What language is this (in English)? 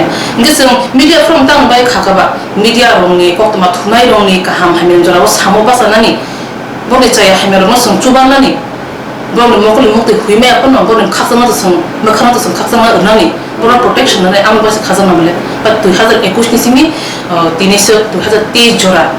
Riang (India)